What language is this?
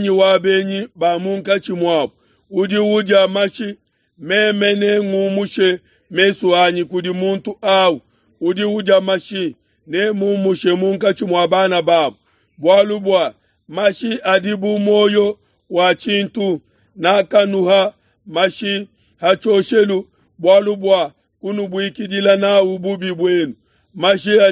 Luba-Lulua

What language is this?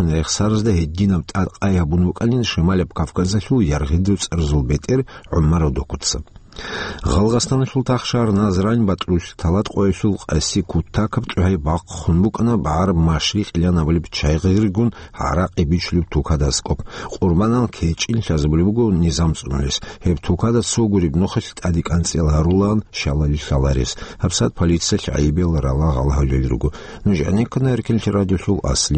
Avaric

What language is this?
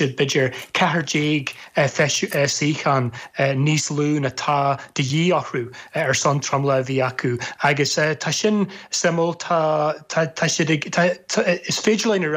Irish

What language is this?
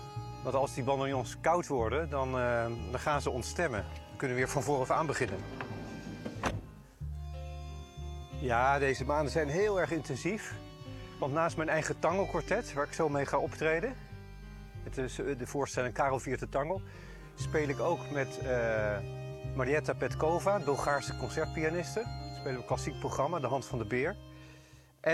Dutch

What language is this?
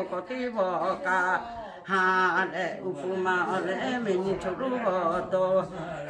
Lahu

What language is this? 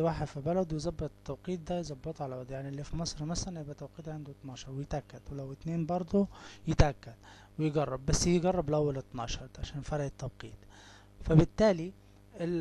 Egyptian Arabic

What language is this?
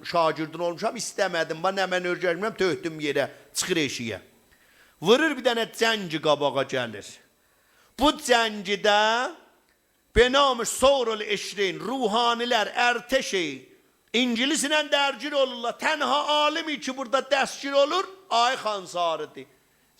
South Azerbaijani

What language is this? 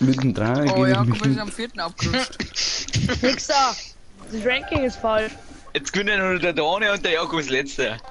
Bavarian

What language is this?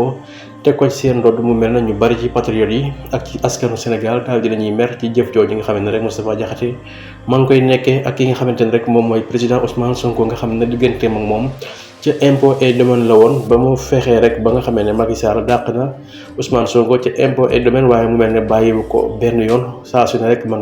Wolof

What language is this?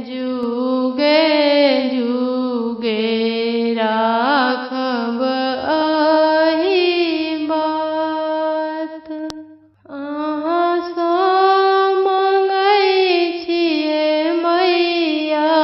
Maithili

